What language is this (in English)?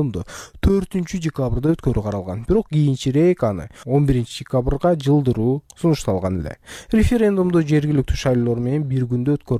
Kyrgyz